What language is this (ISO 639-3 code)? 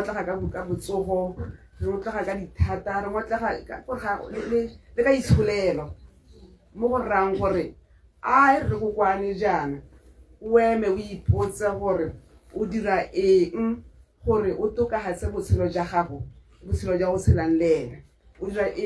tsn